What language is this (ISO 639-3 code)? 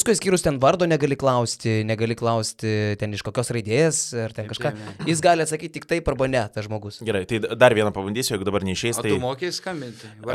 lit